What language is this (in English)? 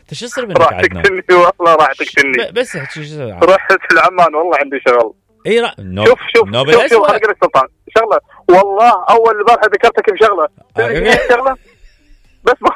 Mesopotamian Arabic